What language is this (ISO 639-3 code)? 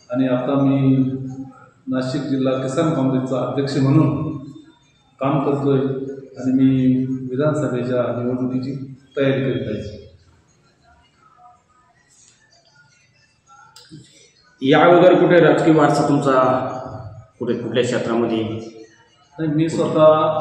mar